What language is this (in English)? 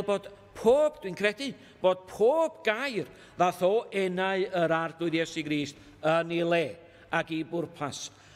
Welsh